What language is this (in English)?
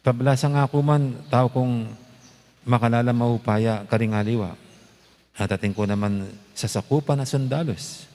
Pampanga